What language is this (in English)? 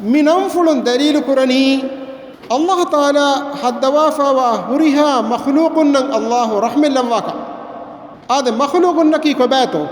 Divehi